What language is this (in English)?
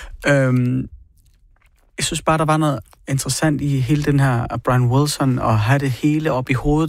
Danish